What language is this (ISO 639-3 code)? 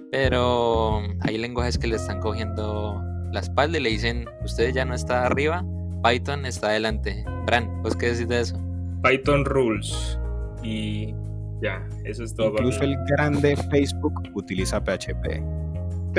spa